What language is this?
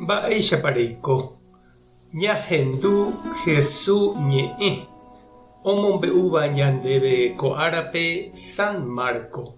Guarani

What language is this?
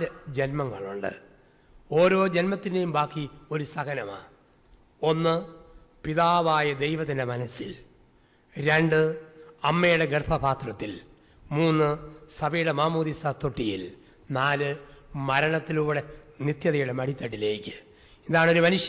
Malayalam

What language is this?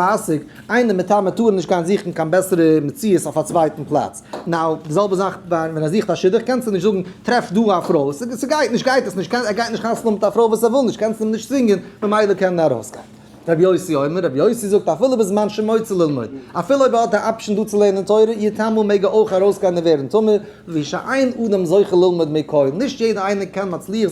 Yiddish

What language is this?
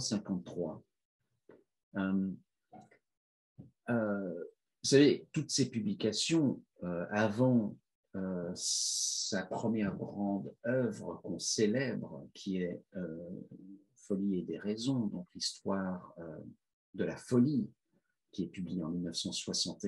French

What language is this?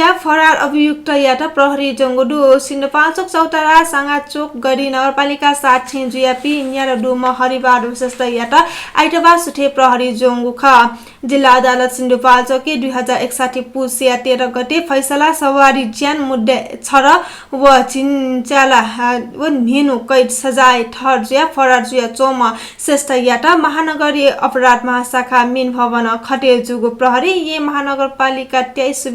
Newari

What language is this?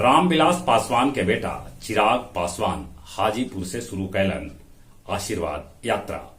Magahi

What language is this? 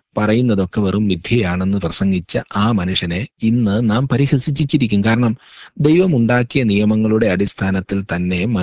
Malayalam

